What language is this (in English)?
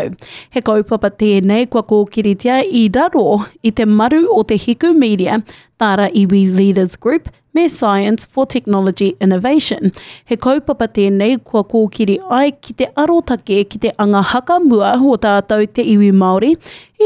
Māori